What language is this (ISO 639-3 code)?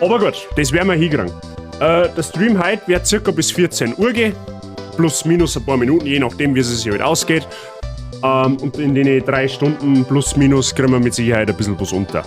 bar